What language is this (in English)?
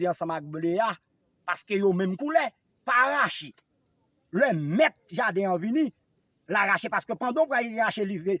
Haitian Creole